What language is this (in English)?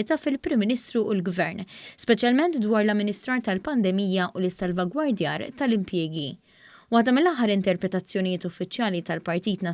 Maltese